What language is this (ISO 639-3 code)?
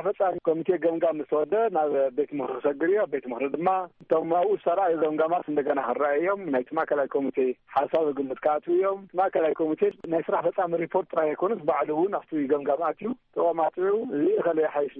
tir